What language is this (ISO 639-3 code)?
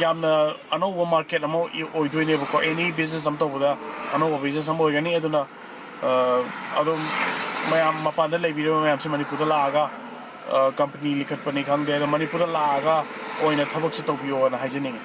mni